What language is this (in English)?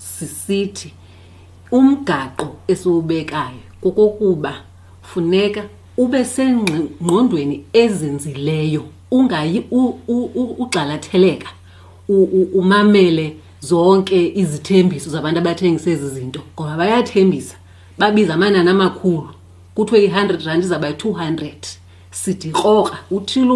Xhosa